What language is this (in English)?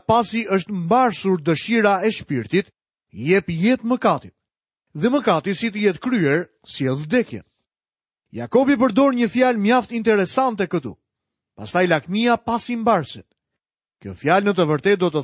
Albanian